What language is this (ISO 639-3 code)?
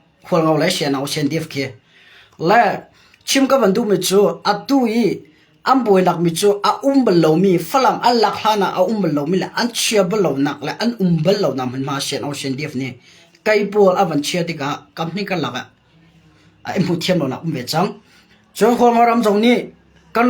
cnh